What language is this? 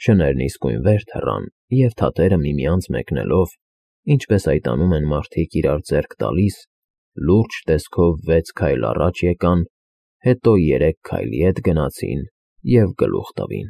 Armenian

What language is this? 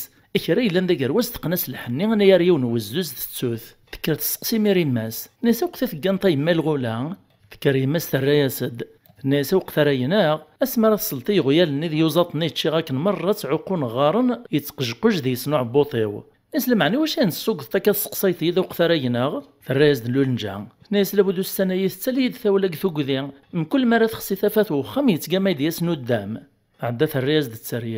Kabyle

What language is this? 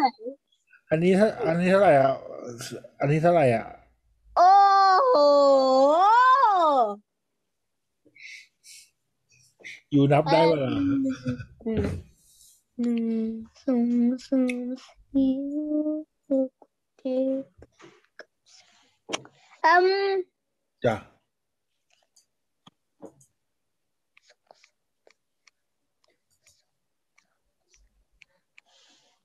Thai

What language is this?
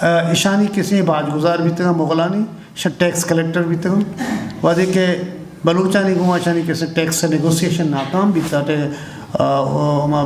Eastern Balochi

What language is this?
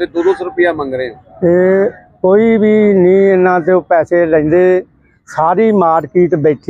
Punjabi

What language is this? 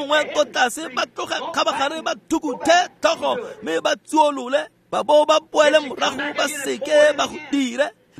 Tswana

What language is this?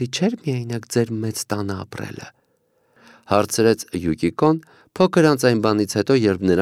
Armenian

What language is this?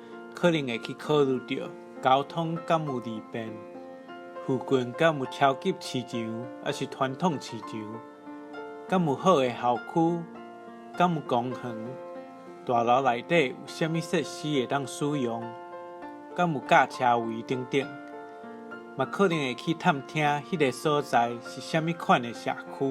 Min Nan Chinese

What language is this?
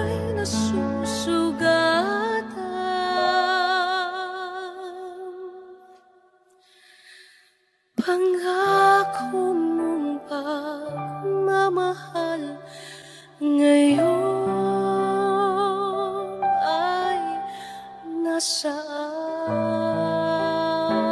Filipino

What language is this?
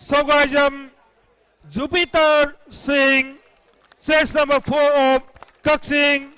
Manipuri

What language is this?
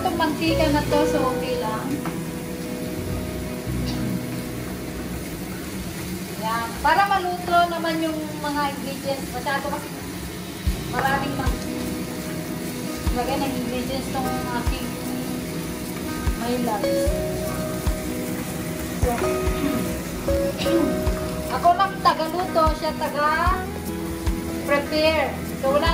Filipino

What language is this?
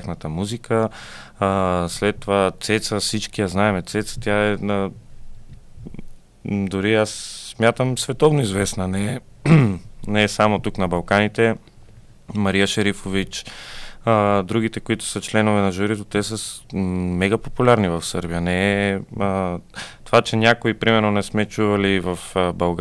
Bulgarian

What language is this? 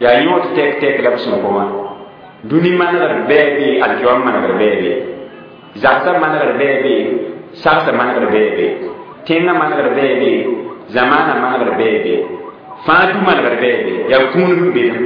Mossi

